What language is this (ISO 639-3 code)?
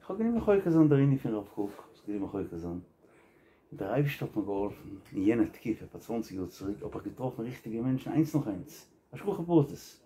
yid